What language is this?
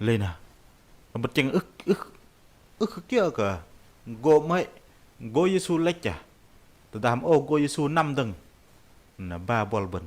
Bahnar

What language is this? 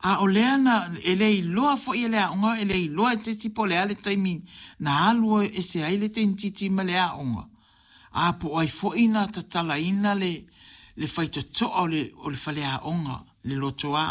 Samoan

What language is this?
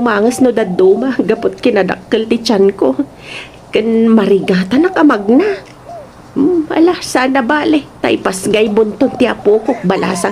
Iloko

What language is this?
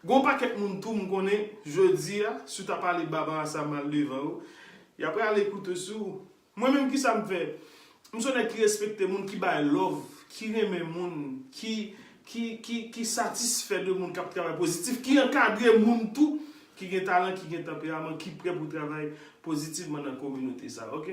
Haitian Creole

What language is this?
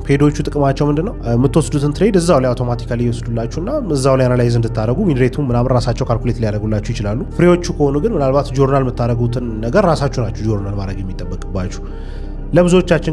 Amharic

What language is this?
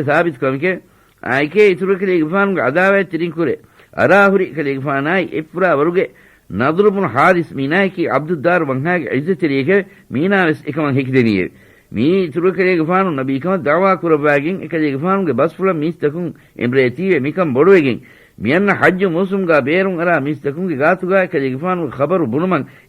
Divehi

